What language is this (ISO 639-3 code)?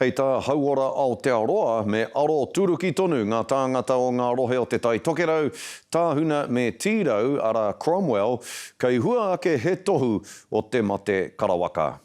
mri